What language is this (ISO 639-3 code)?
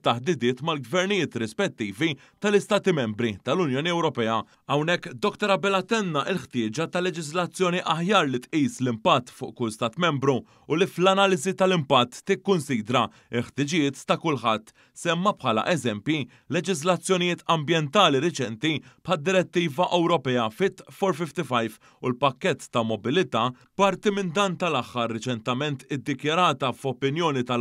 mlt